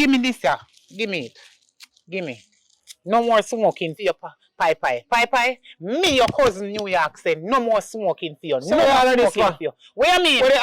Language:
Jamaican Creole English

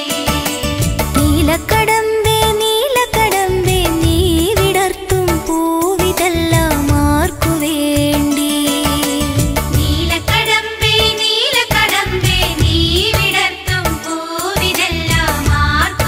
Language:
Malayalam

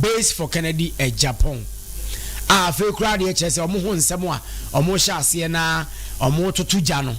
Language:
Akan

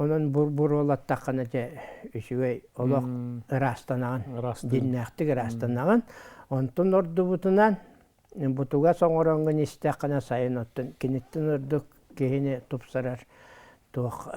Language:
Yakut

